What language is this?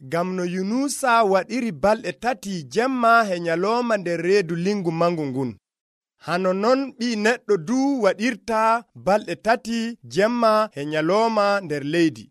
Nigerian Fulfulde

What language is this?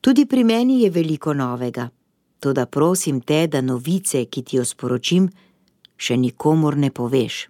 Slovenian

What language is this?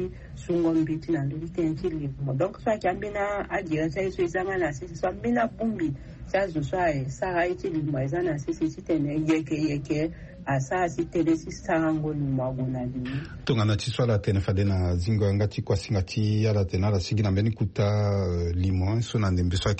Sango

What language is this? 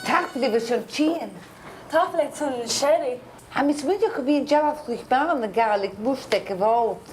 Scottish Gaelic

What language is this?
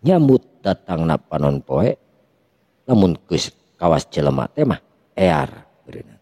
Sundanese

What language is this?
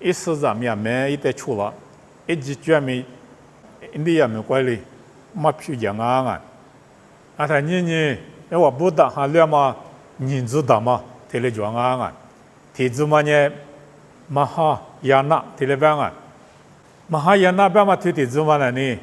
Lisu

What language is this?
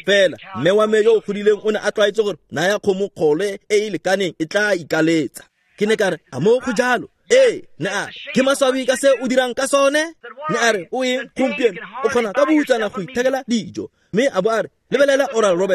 Tswana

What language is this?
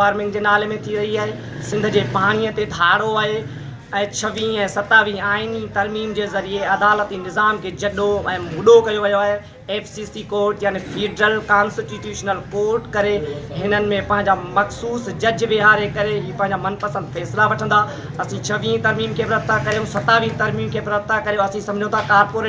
Sindhi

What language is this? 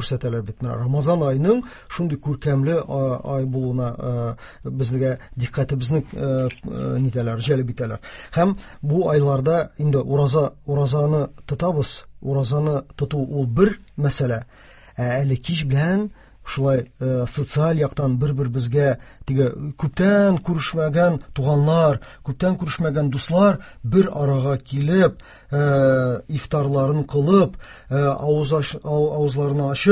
Tatar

